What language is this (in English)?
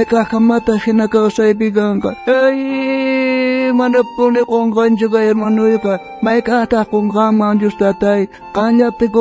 South Bolivian Quechua